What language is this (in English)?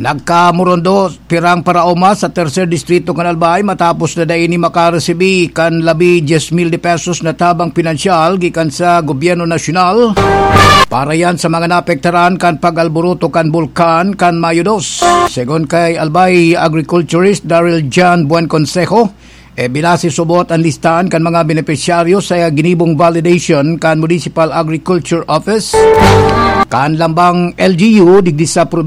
Bikol